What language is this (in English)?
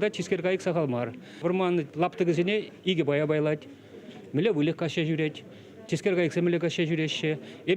Chuvash